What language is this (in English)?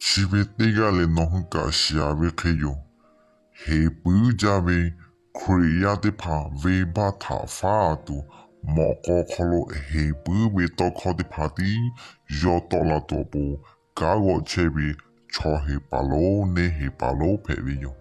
Lahu